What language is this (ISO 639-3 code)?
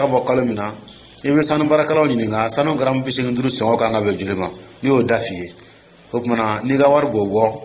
dyu